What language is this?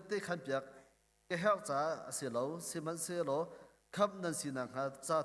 Hakha Chin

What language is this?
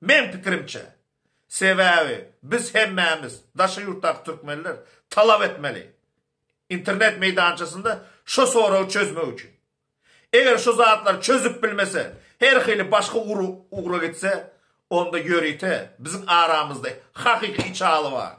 Turkmen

